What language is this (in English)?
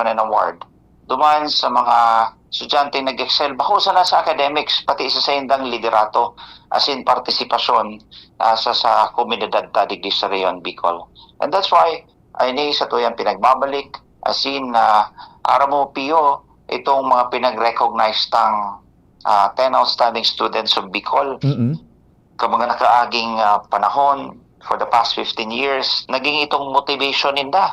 Bikol